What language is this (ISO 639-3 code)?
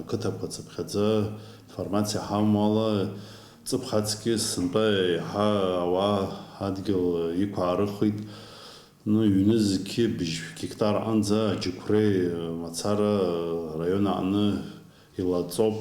abk